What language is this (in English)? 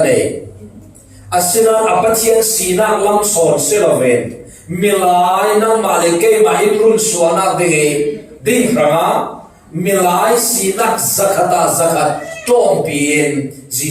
Falam Chin